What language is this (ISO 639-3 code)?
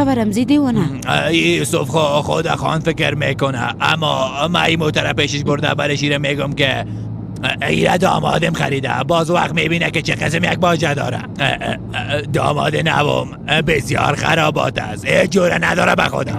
fas